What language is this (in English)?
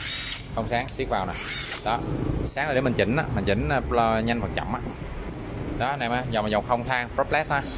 Vietnamese